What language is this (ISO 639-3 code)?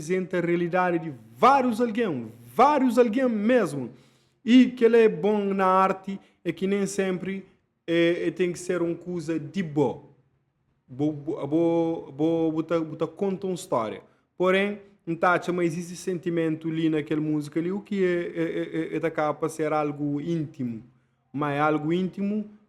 kea